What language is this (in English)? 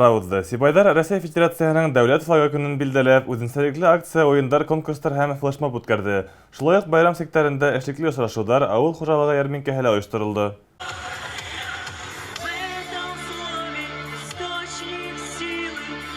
Bashkir